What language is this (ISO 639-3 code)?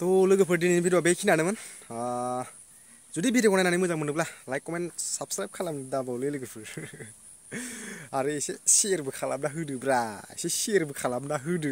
brx